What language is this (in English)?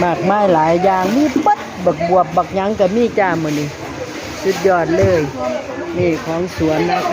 Lao